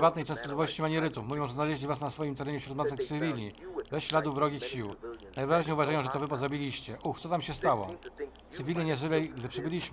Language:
Polish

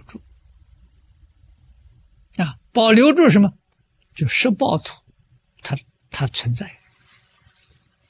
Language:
Chinese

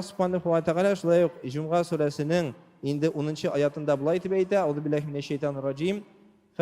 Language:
Tatar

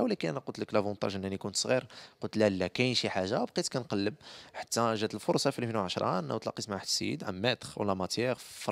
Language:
Moroccan Arabic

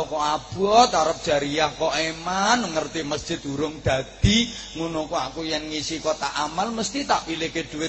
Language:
Javanese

